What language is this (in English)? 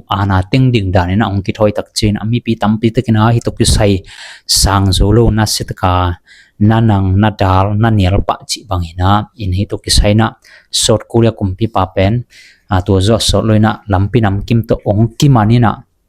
Tedim Chin